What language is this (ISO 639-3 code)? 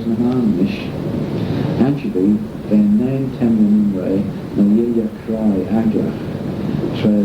glv